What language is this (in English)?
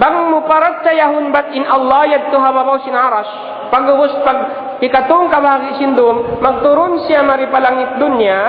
Tausug